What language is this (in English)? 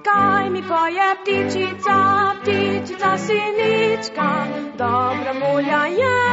Slovenian